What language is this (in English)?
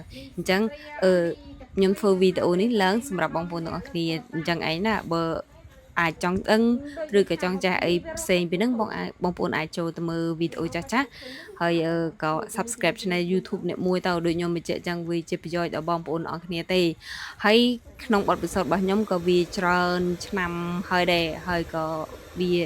Khmer